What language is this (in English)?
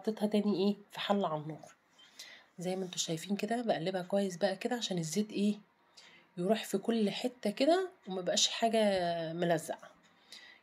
Egyptian Arabic